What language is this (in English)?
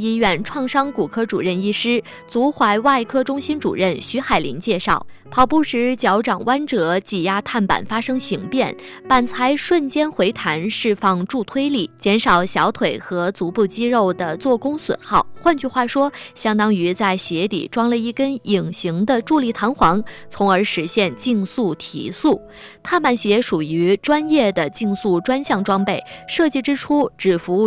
Chinese